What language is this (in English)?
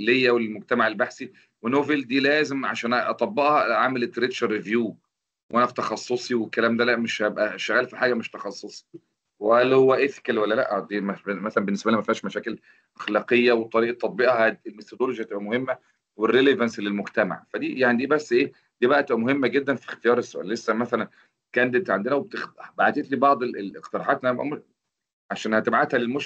Egyptian Arabic